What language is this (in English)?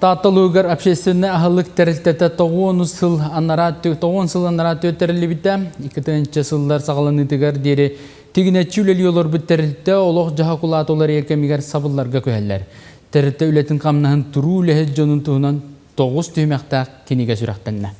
Yakut